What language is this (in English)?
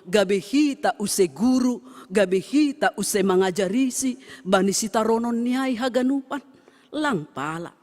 Batak Simalungun